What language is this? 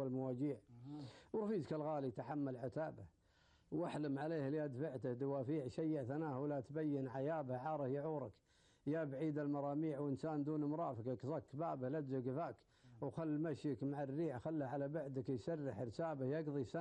Gulf Arabic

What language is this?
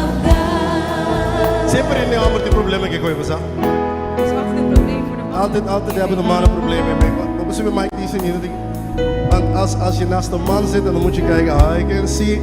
Papiamento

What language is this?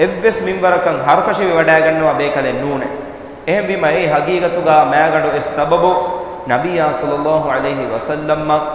Divehi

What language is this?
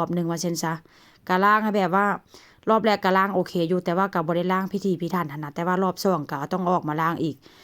Lao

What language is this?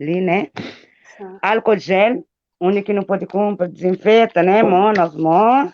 Kabuverdianu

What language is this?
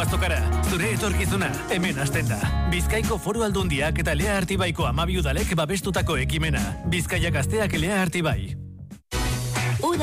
Basque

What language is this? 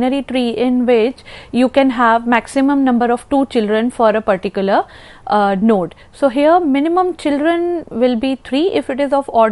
English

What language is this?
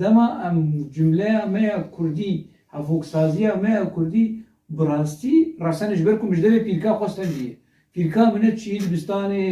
Kurdish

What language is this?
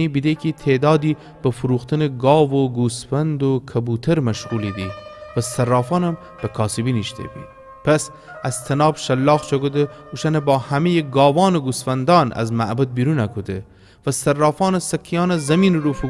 Gilaki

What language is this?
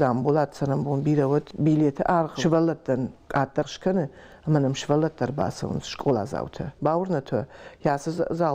Ossetic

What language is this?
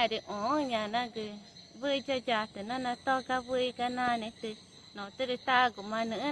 Ticuna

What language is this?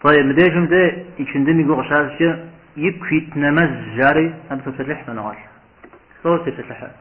Kabardian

